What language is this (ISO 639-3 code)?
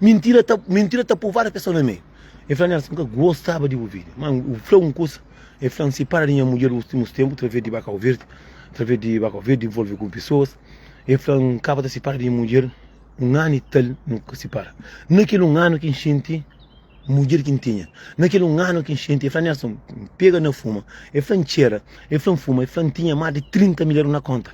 kea